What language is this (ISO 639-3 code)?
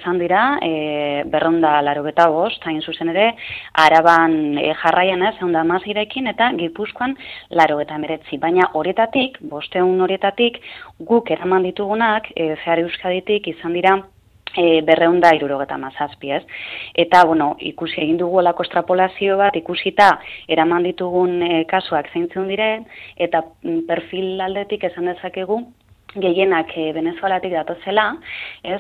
eus